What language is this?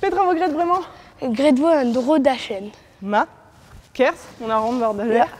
Breton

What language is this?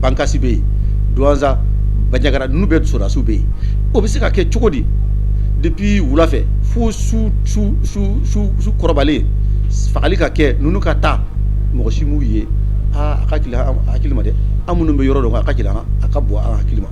Bambara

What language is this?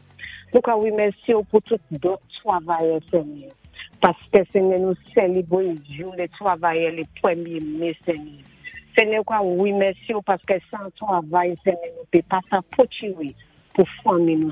Saint Lucian Creole French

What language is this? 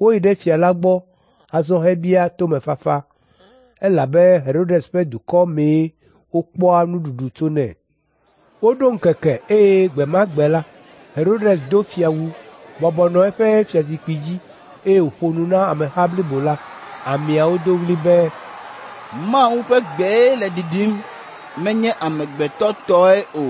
Ewe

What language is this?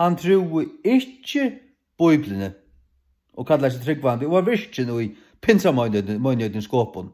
Faroese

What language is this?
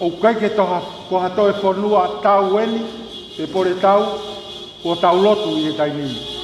Tongan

